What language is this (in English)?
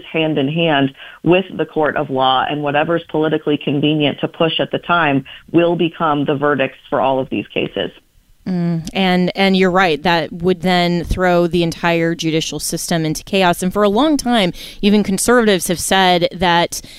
English